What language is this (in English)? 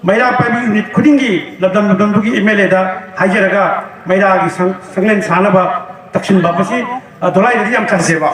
Manipuri